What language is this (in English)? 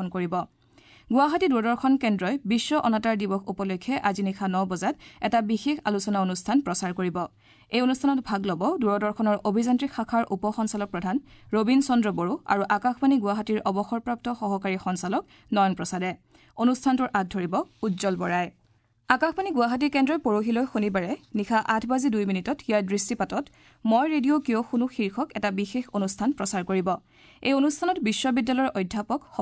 Assamese